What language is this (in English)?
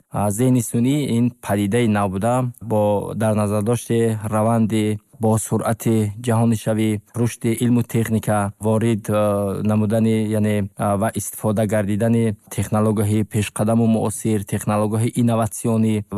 Tajik